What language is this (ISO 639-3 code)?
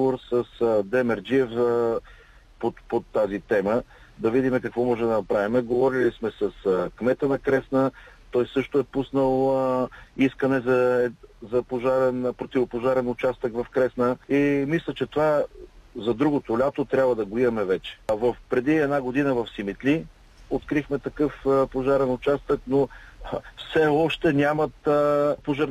bul